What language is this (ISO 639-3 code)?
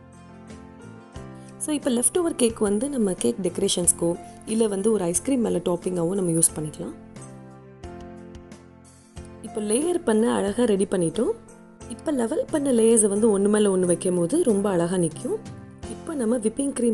tam